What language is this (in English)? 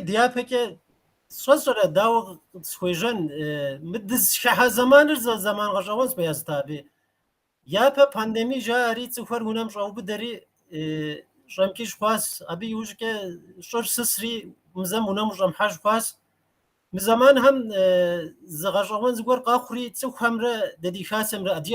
Kabardian